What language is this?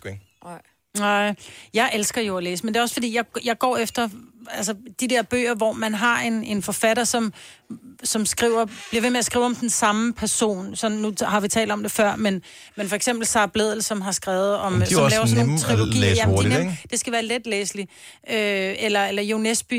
Danish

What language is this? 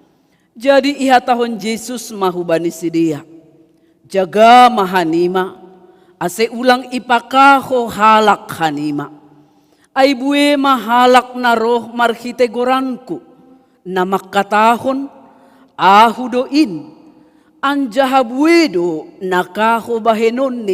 Batak Simalungun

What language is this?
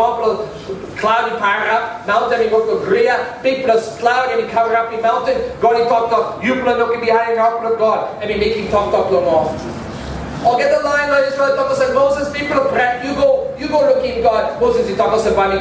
Tok Pisin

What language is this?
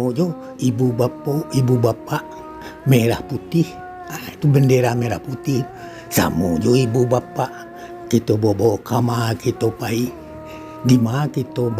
Minangkabau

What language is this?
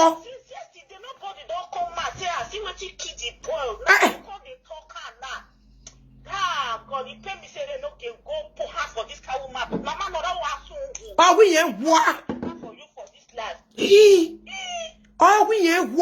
Nigerian Pidgin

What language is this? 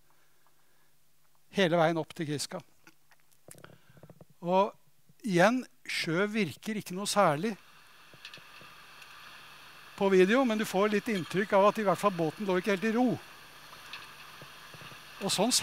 Norwegian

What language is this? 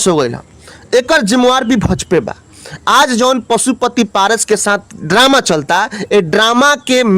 Bhojpuri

